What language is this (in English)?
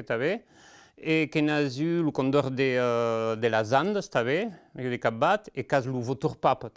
Occitan